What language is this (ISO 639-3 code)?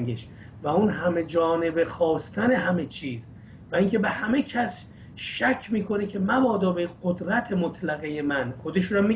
fas